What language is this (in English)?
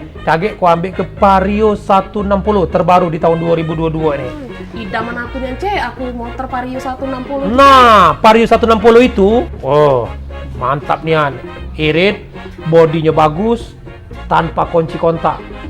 Musi